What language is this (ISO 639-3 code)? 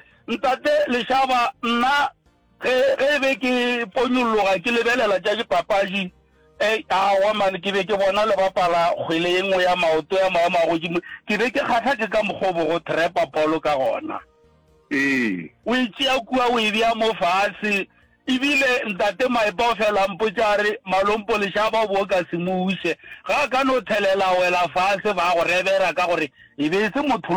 nso